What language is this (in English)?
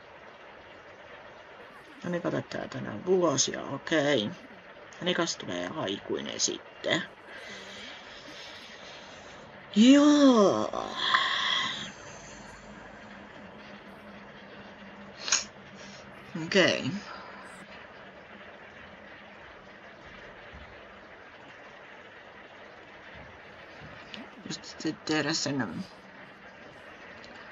Finnish